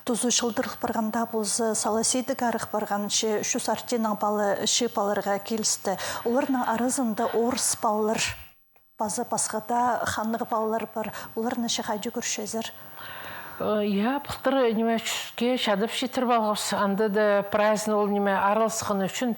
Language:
Khakas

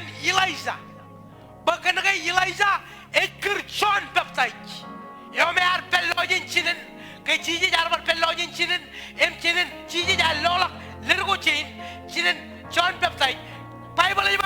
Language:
Marshallese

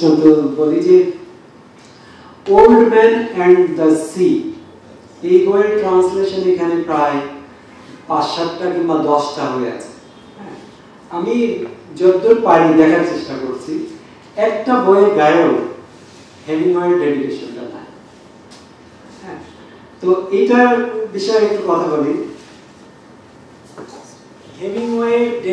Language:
Bangla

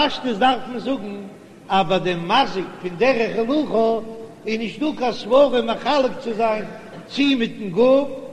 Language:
Yiddish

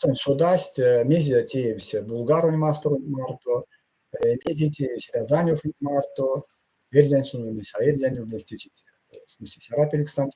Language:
Erzya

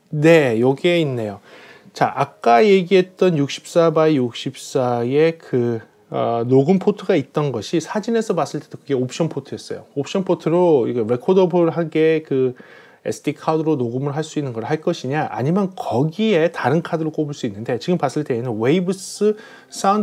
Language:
Korean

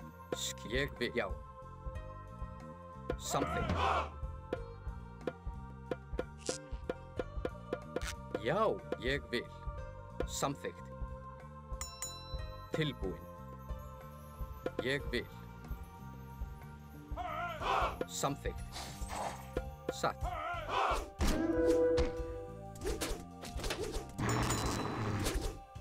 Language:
Icelandic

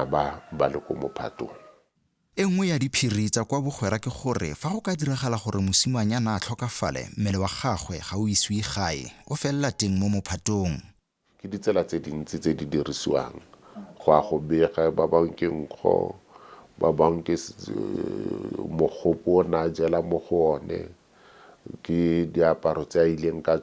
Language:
Tswana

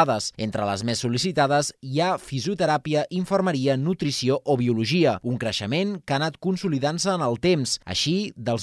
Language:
Catalan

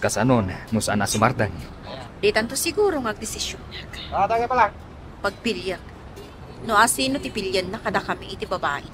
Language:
Iloko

